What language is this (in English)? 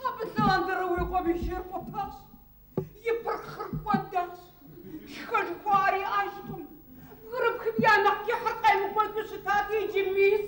Kabardian